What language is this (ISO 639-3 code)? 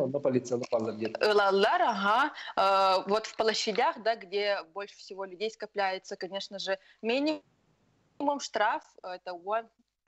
sah